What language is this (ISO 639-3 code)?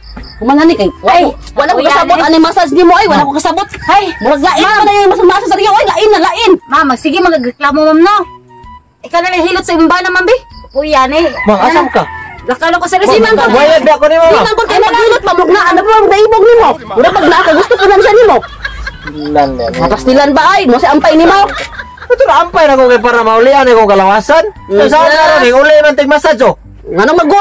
ceb